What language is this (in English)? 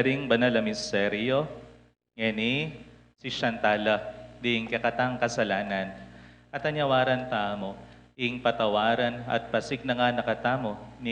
Pampanga